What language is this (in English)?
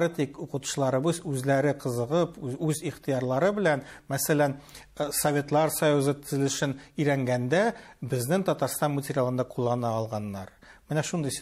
Tatar